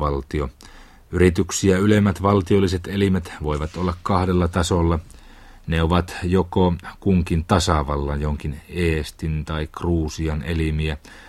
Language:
Finnish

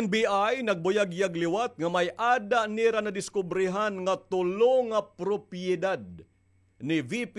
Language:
Waray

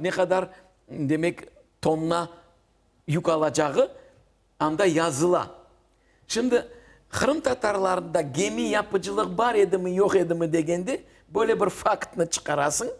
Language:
Crimean Tatar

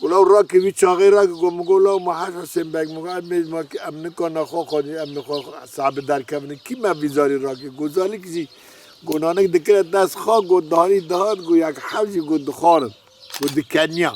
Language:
Kurdish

